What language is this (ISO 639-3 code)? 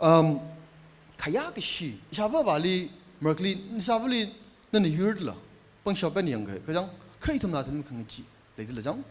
nmf